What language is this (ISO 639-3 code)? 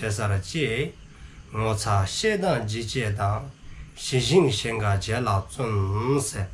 dzo